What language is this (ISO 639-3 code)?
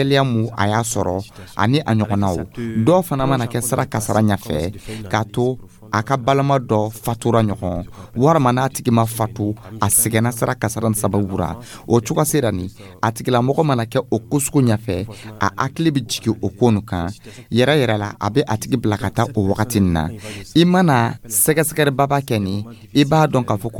dyu